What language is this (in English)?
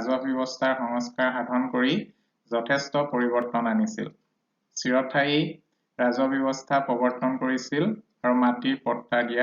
Assamese